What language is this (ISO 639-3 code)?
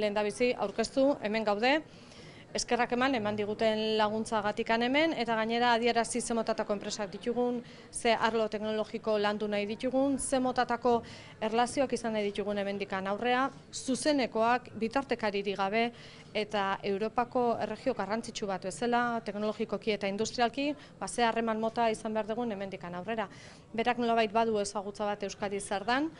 eus